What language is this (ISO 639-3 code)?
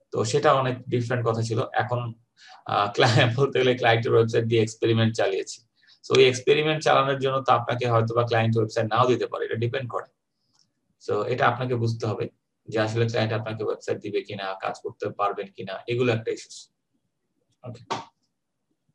ben